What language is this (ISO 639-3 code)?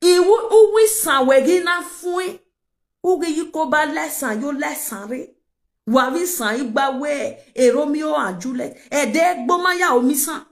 pcm